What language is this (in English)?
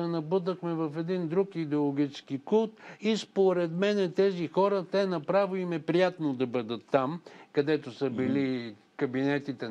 Bulgarian